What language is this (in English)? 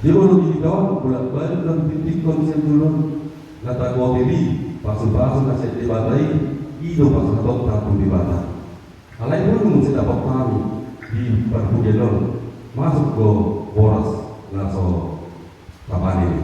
Batak Toba